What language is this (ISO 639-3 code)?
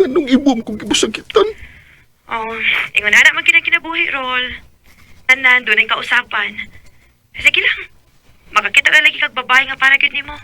ceb